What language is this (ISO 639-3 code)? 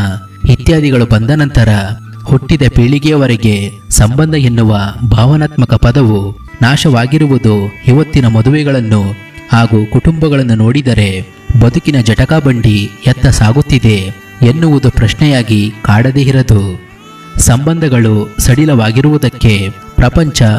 kan